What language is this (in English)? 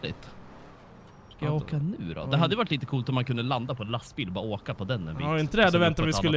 Swedish